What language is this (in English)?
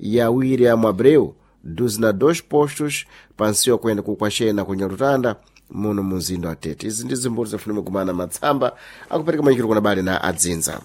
Sena